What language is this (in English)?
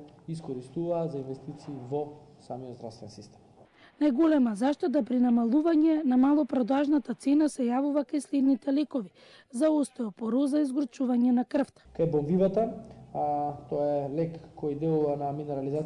Macedonian